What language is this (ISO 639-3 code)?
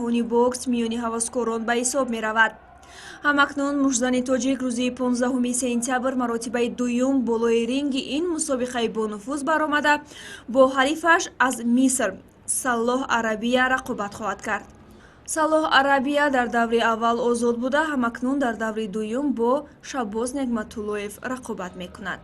tgk